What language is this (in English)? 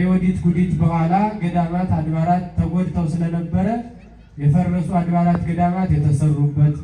Amharic